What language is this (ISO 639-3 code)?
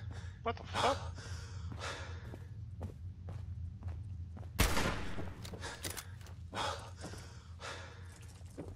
fra